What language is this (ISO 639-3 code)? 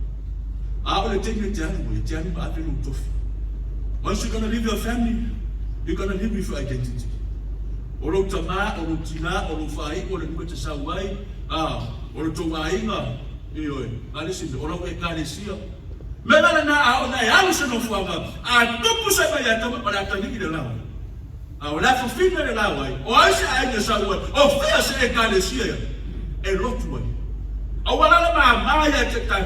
smo